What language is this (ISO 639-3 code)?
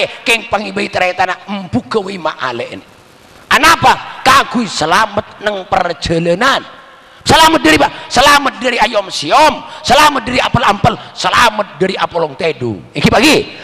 mad